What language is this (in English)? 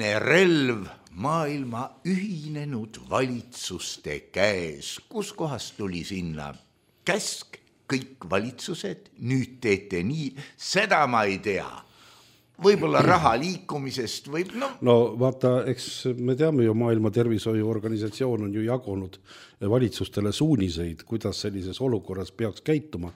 Estonian